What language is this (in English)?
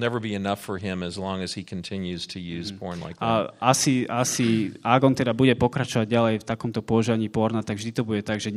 Slovak